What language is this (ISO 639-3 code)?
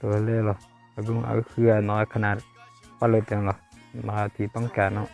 ahk